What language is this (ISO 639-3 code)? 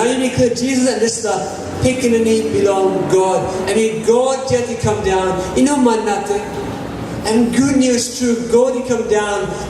tpi